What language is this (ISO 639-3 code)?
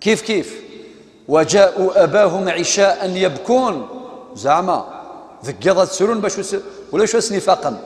kab